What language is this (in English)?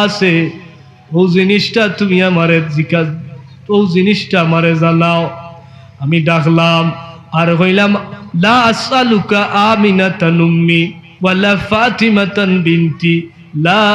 Sylheti